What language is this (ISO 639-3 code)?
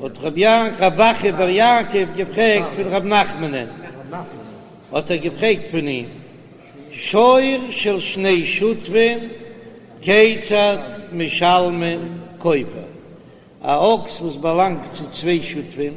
yid